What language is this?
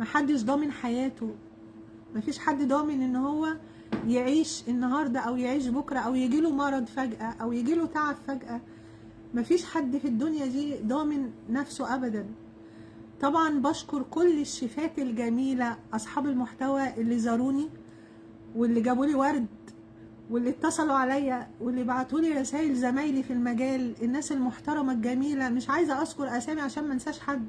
Egyptian Arabic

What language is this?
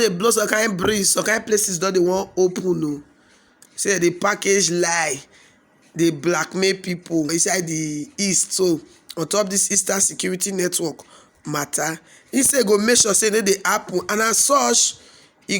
Nigerian Pidgin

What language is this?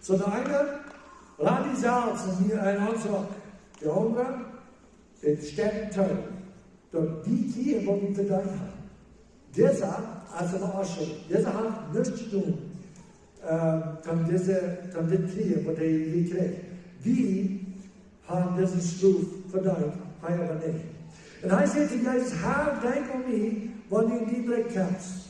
Plautdietsch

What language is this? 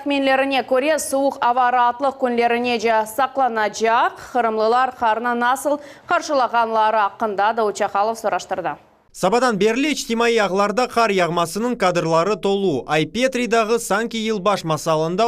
Crimean Tatar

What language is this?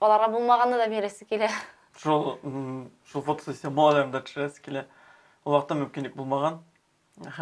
Tatar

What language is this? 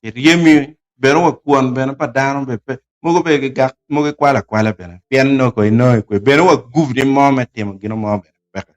Acoli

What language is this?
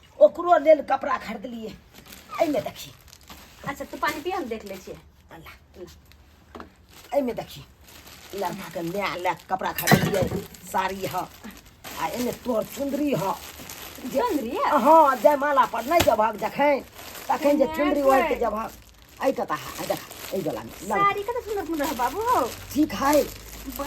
Maithili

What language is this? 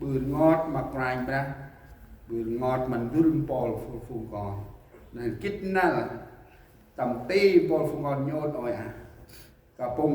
Central Mnong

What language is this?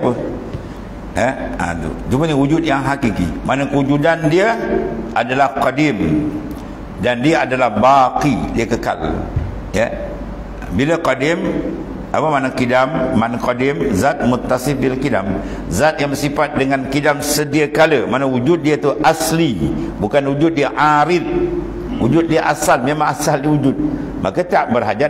Malay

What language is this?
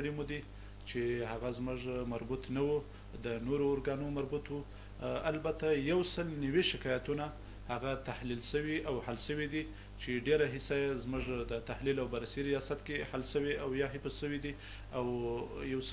Pashto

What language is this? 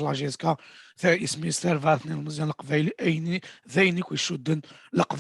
Kabyle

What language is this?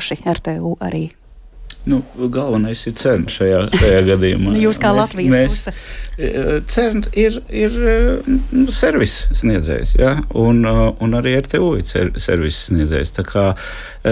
Latvian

